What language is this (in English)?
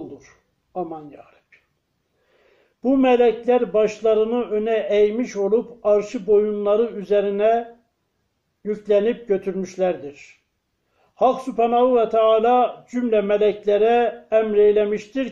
Turkish